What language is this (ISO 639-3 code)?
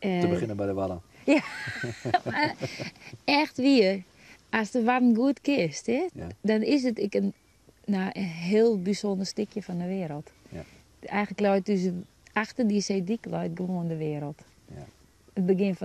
fry